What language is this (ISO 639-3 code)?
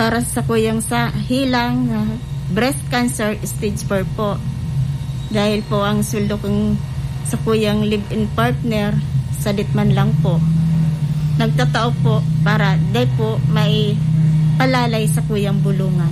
bik